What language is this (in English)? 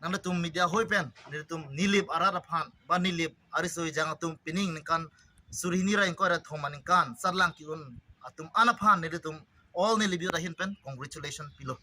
Karbi